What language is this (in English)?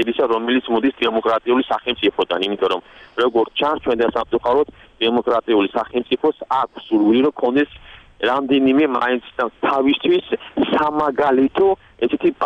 Georgian